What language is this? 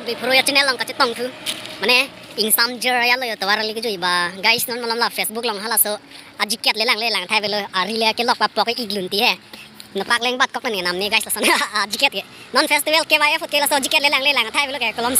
Karbi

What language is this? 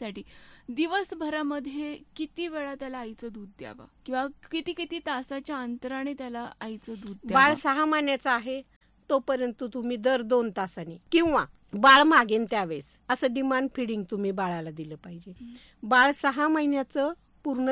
Marathi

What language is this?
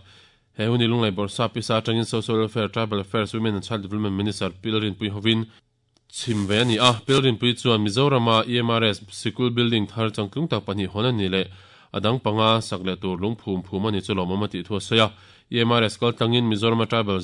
Mizo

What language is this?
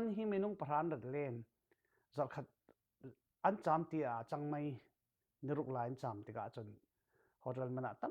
Falam Chin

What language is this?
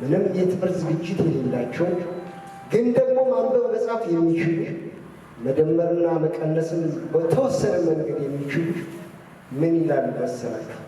Amharic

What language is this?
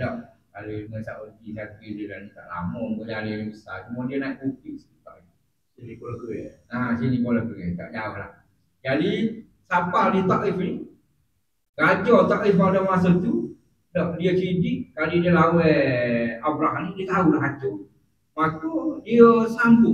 Malay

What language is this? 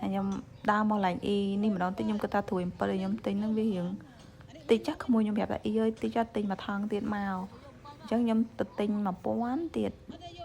Khmer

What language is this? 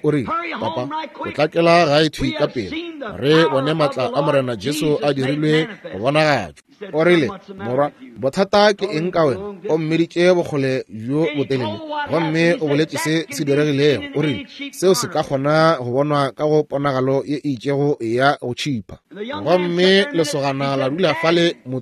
Northern Sotho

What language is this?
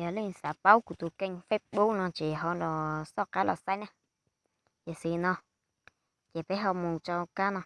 Hmong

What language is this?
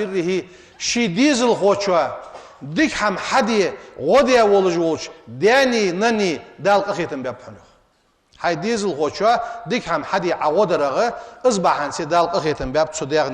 Ingush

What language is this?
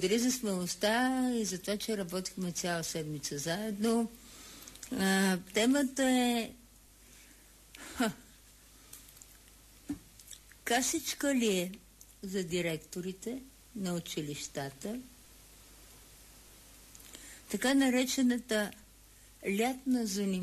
Bulgarian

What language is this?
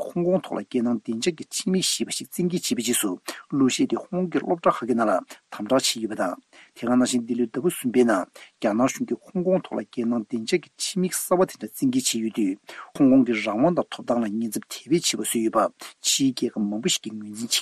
Tibetan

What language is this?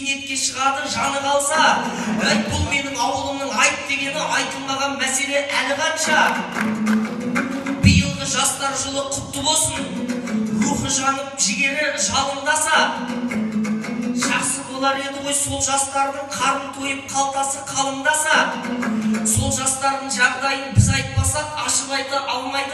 Kazakh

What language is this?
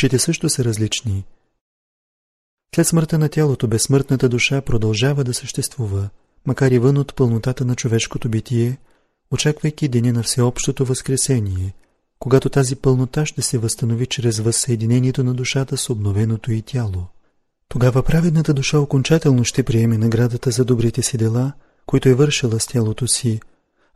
Bulgarian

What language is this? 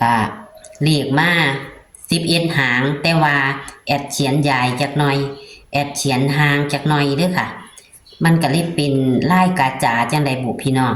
Northeastern Thai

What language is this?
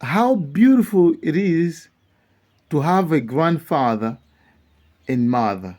Nyanja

